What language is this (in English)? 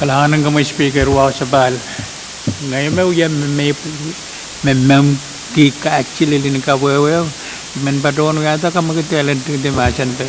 Pohnpeian